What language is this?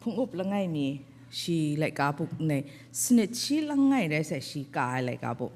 Kachin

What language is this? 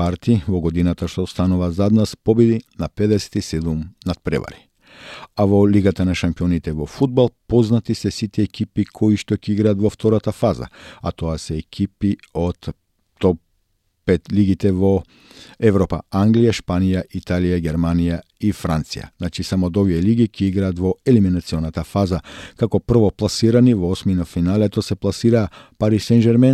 Macedonian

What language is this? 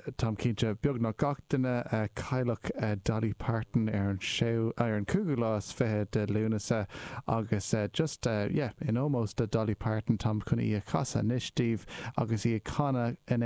Irish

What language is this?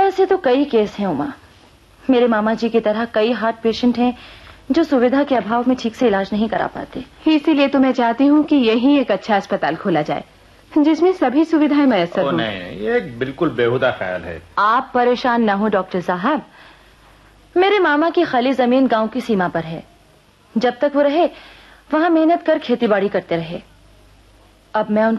Hindi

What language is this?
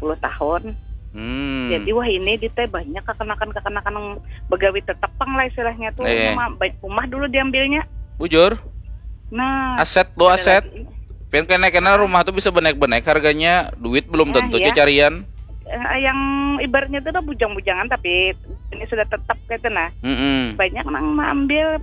Banjar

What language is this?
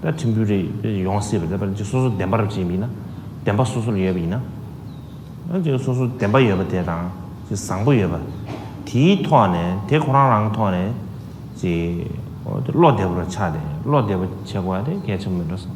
Tibetan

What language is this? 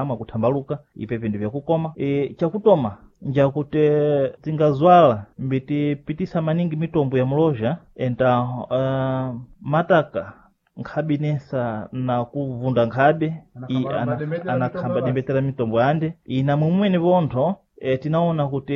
Sena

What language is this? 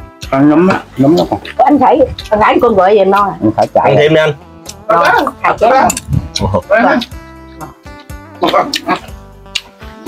Vietnamese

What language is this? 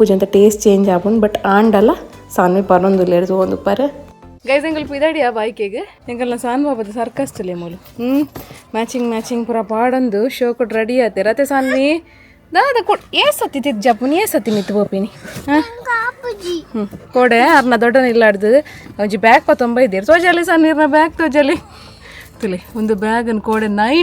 Tulu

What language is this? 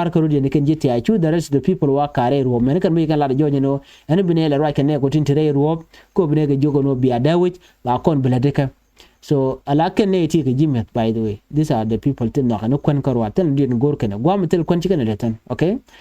Nuer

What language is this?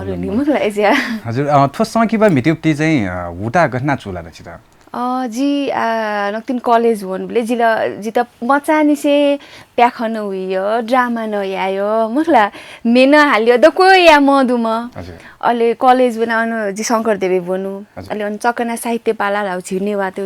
Newari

